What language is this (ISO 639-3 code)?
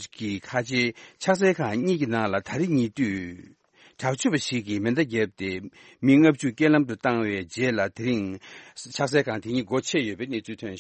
bod